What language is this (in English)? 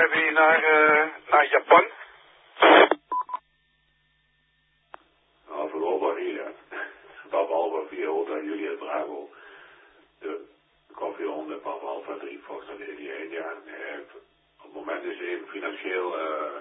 Dutch